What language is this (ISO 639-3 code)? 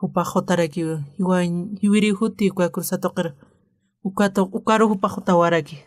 aym